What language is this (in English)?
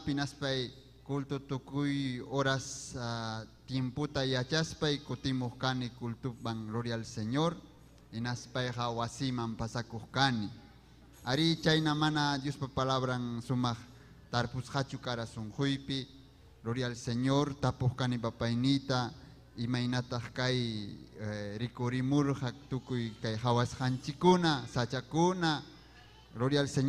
Ayacucho Quechua